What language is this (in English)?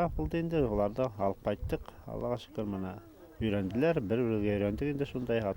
Bashkir